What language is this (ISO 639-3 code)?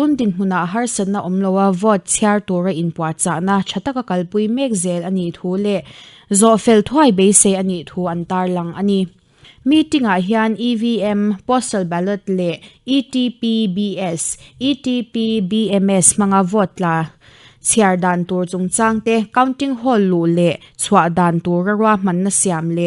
lus